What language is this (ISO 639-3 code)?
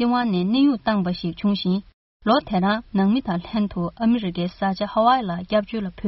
bod